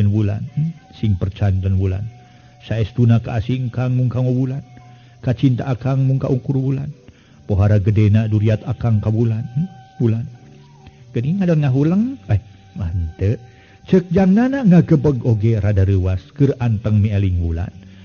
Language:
Sundanese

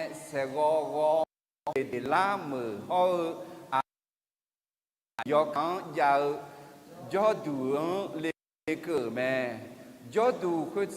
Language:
Akha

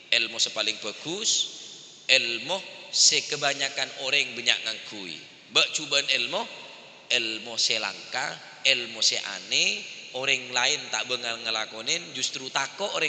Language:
Madurese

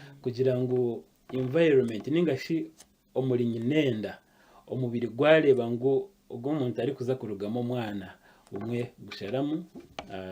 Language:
Nyankole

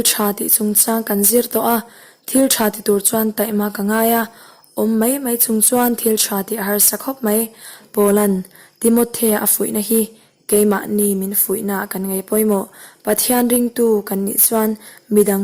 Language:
Mizo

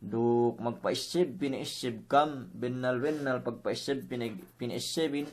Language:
Yakan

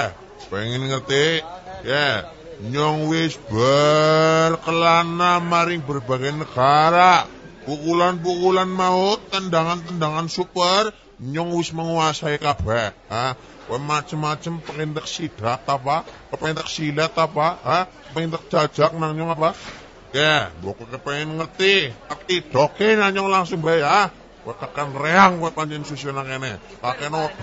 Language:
Javanese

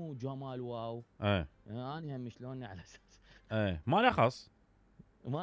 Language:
Mesopotamian Arabic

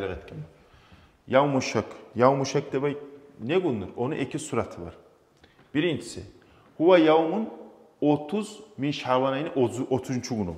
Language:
Kumyk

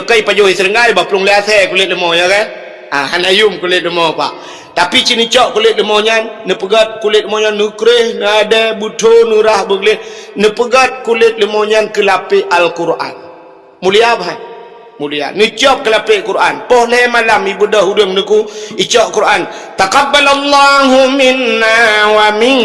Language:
Achinese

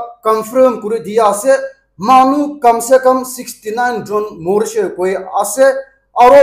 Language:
Naga Pidgin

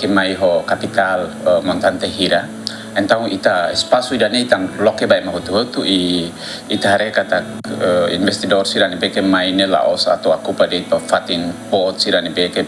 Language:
Tetum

